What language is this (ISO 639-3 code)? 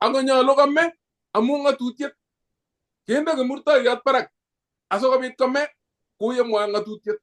kln